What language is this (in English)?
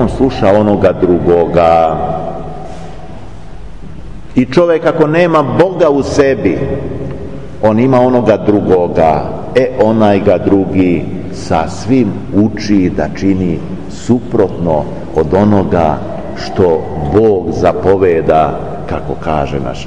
Serbian